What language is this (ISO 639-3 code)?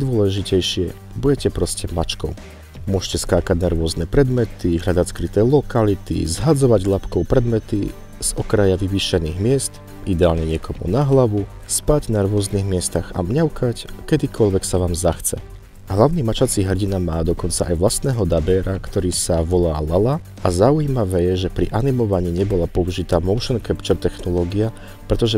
slk